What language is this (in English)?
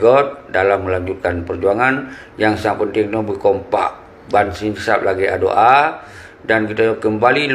Achinese